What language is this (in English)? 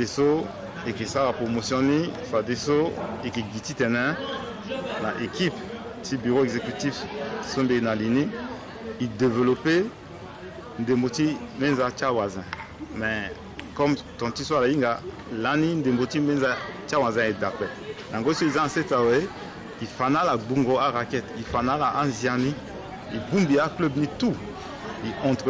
Sango